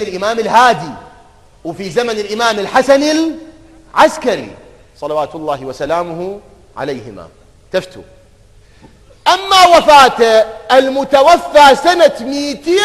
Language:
Mesopotamian Arabic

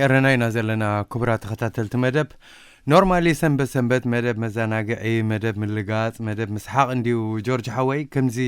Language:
Tigrinya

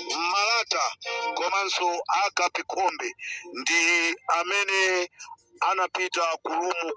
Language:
Nyanja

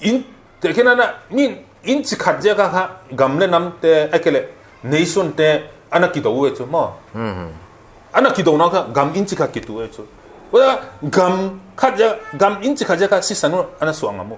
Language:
Paite Chin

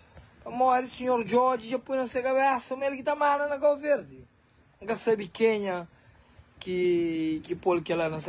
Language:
Kabuverdianu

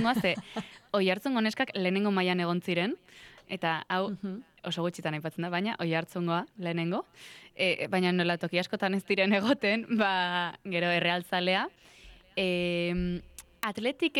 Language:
Basque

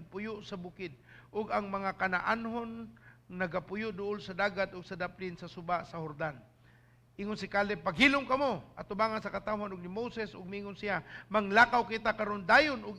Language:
Cebuano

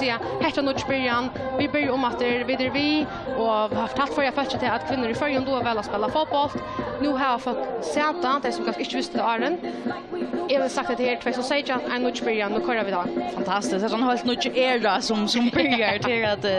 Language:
Faroese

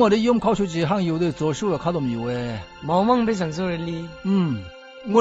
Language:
Zaiwa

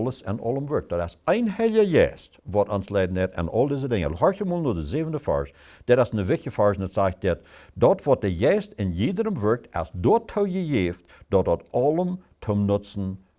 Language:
Plautdietsch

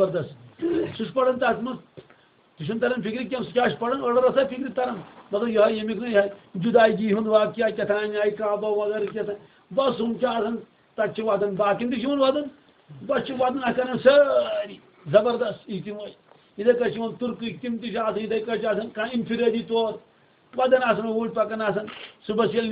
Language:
Kashmiri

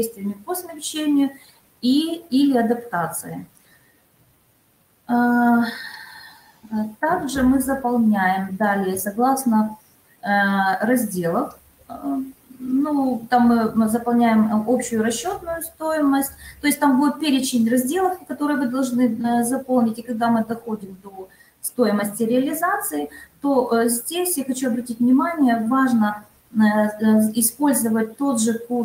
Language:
Russian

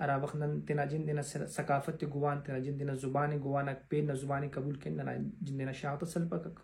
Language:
Brahui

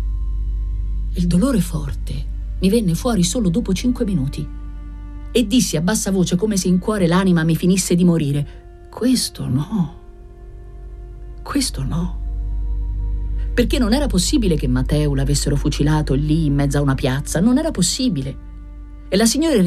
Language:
Italian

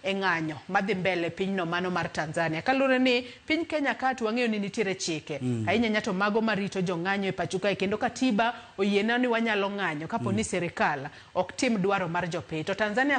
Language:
Luo (Kenya and Tanzania)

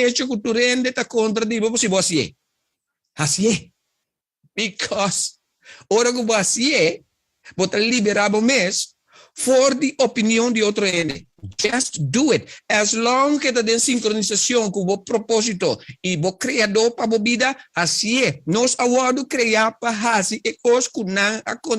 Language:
Papiamento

